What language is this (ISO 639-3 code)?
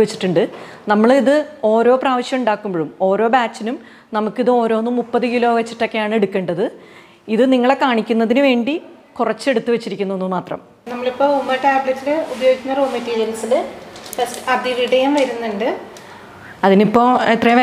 mal